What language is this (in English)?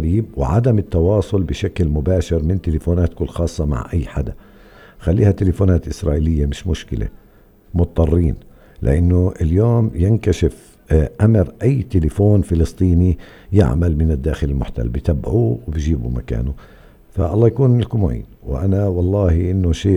North Levantine Arabic